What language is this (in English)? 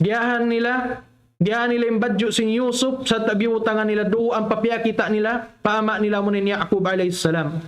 Tausug